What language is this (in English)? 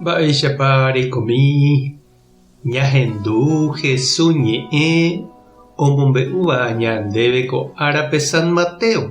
Guarani